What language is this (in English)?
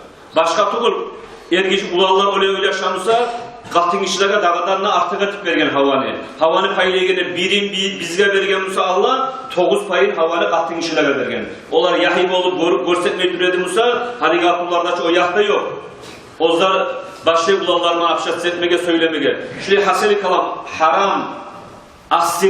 Kumyk